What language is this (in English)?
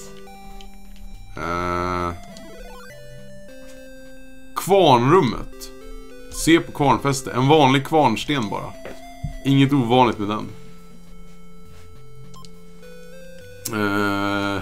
Swedish